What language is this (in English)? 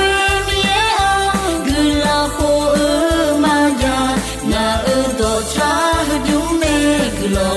Akha